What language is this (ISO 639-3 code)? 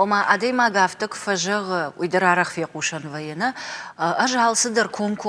oss